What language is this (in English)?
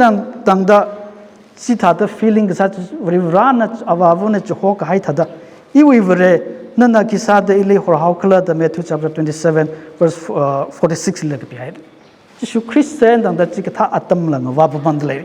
Tangkhul Naga (India)